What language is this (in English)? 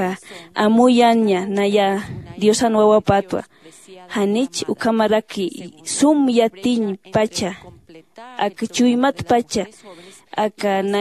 Aymara